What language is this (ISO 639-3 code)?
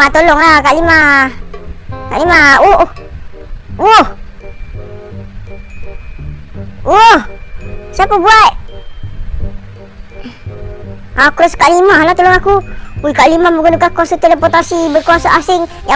msa